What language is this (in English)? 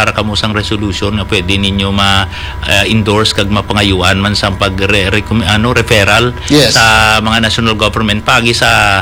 Hiligaynon